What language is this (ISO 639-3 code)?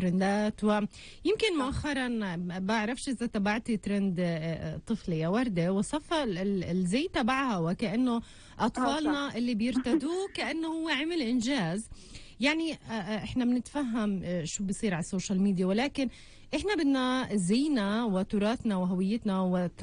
apc